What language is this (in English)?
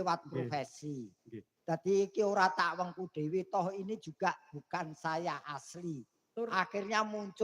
Javanese